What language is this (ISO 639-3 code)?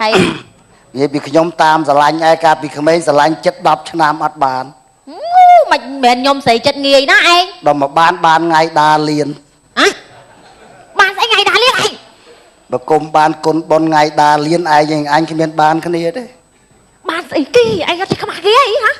khm